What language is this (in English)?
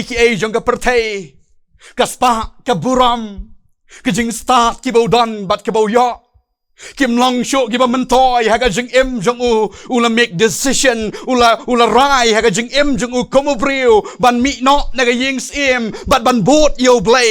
Khasi